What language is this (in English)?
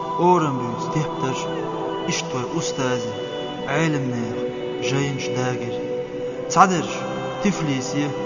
Chechen